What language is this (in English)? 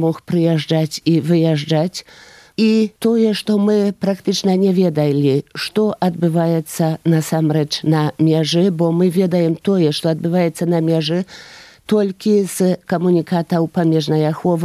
Belarusian